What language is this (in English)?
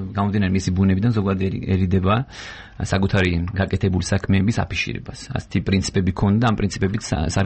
Georgian